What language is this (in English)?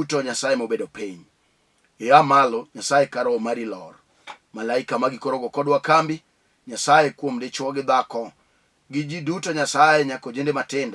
Luo (Kenya and Tanzania)